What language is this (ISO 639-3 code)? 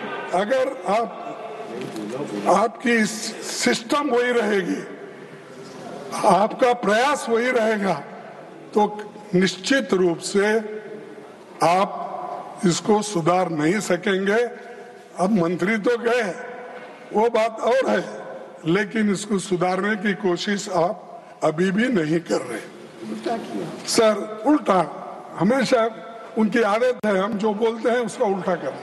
hin